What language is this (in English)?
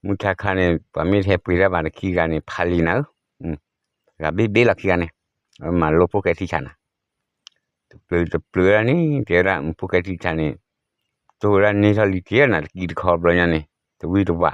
S'gaw Karen